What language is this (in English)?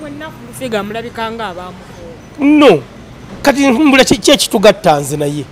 Ganda